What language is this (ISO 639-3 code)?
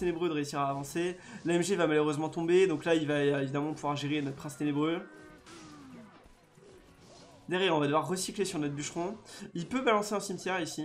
fra